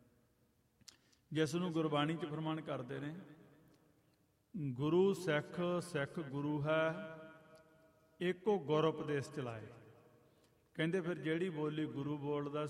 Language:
Punjabi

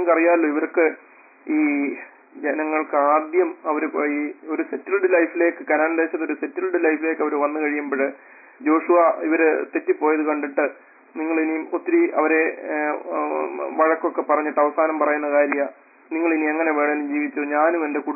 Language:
Malayalam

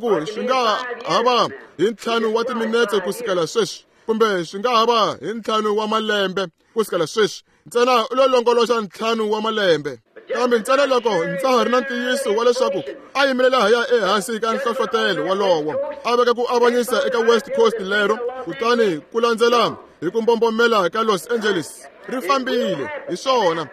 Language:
Tsonga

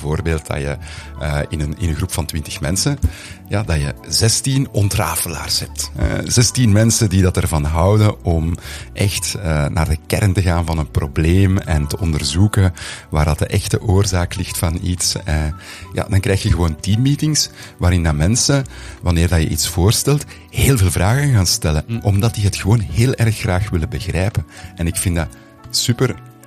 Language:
Dutch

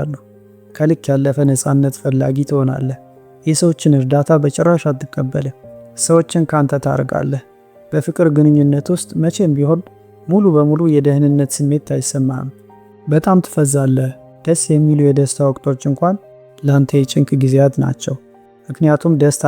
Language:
Amharic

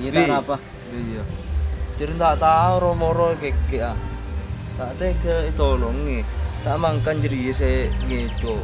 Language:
Madurese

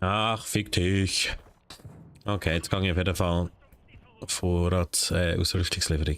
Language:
Swiss German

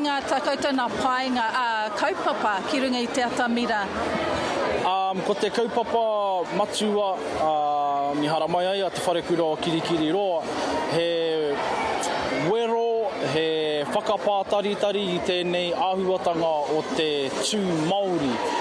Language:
Māori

